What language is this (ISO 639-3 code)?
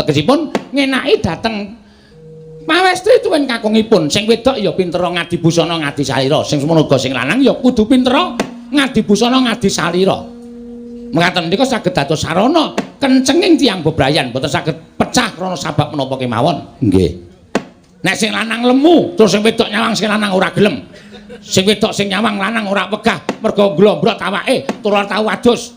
jav